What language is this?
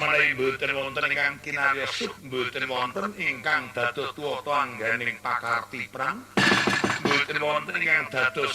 Javanese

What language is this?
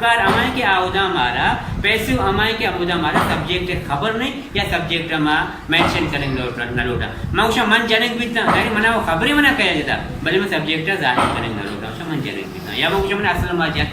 Baluchi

